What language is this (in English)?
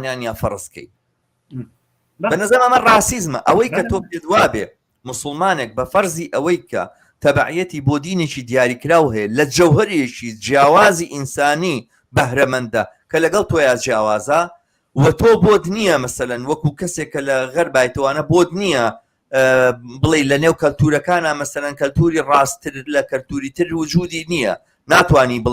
Central Kurdish